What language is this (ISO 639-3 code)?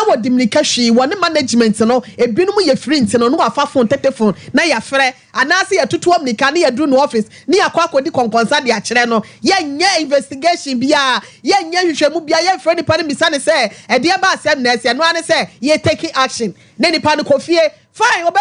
aka